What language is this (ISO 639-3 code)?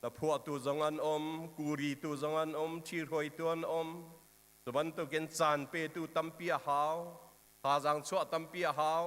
cnh